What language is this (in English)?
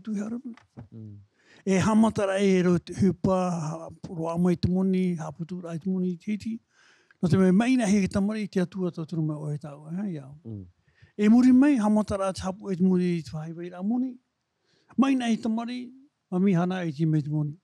Tahitian